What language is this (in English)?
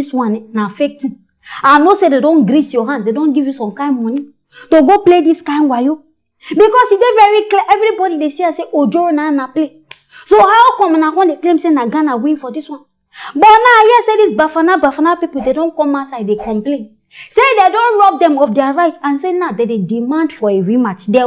Nigerian Pidgin